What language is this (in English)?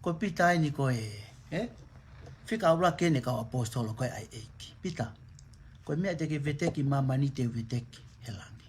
Tongan